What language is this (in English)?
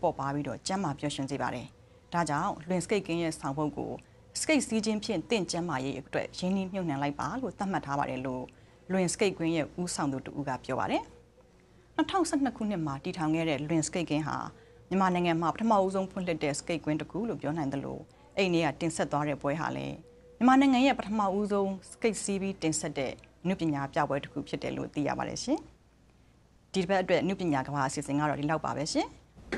Burmese